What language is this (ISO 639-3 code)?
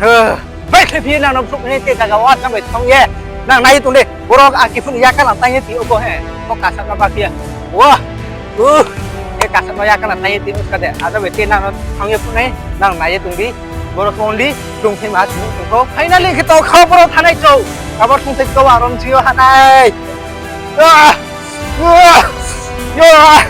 ria